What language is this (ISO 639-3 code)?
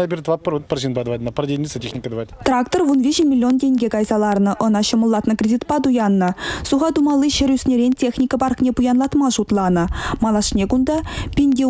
chv